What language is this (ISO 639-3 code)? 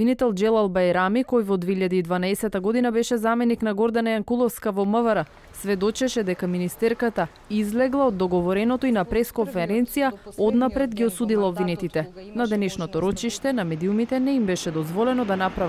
mkd